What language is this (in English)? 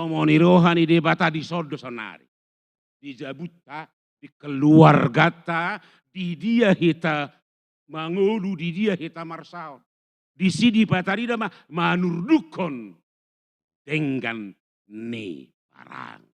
Batak Toba